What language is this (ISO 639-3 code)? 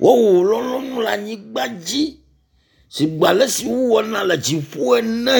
ewe